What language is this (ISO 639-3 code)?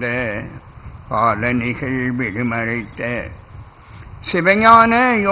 tam